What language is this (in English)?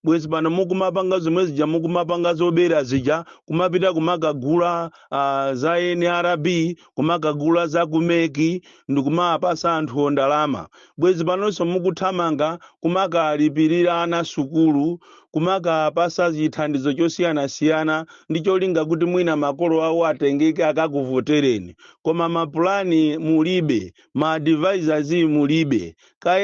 Nyanja